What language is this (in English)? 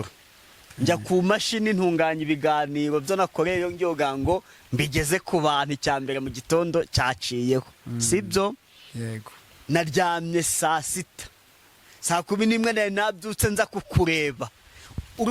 Kinyarwanda